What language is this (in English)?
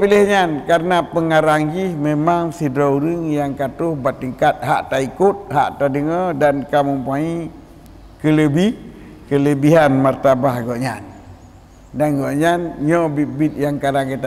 Achinese